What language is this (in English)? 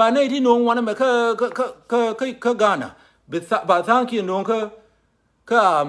Nuer